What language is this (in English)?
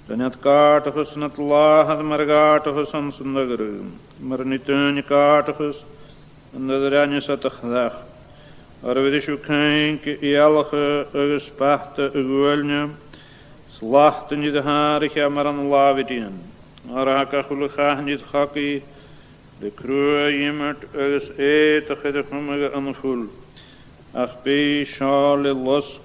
Scottish Gaelic